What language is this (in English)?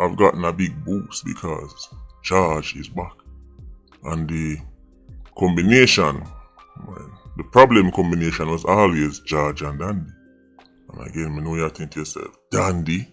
Jamaican Creole English